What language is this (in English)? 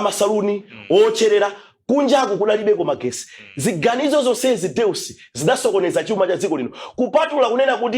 Nyanja